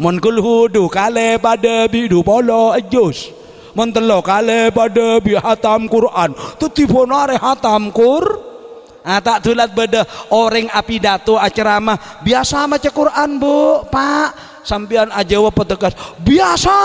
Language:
Madurese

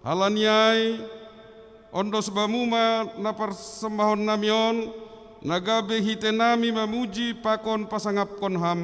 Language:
Batak Simalungun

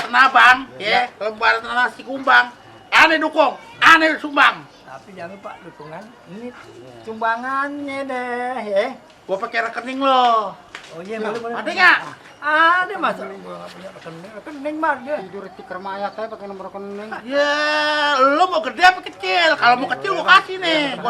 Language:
Betawi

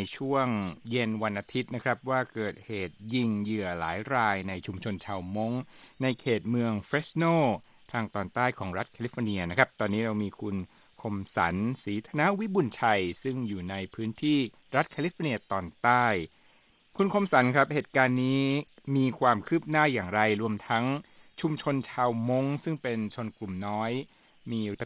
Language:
Thai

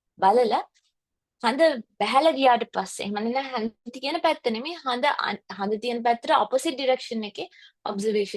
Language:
Sinhala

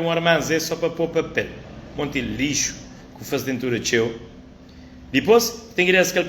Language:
Kabuverdianu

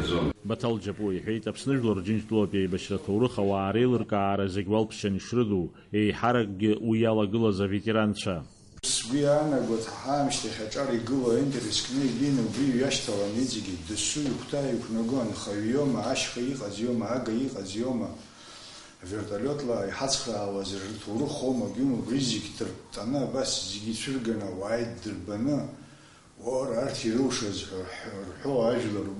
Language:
Abkhazian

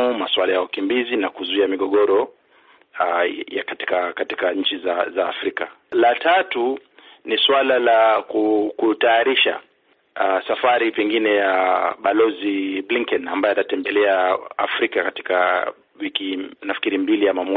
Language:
Swahili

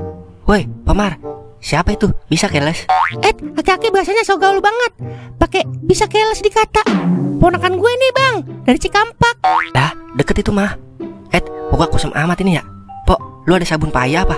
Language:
Betawi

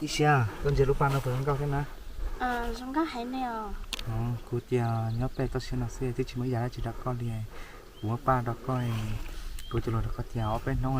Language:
Hmong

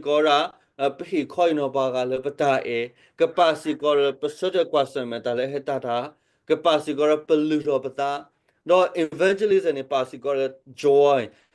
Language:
S'gaw Karen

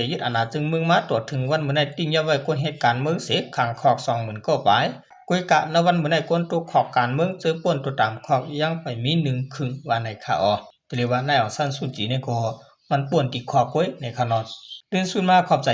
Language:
Shan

